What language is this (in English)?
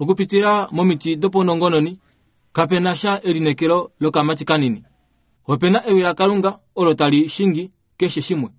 Kuanyama